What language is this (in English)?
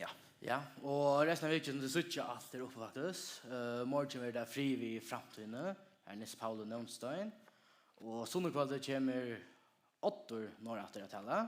Faroese